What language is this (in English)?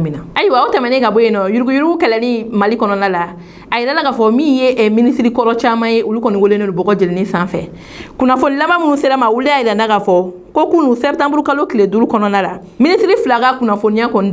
Bambara